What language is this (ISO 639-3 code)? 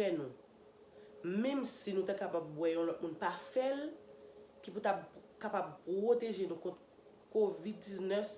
hat